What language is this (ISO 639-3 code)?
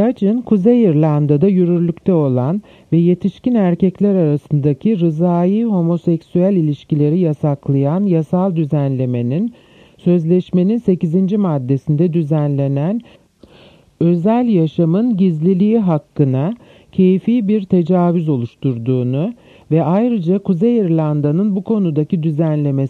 tur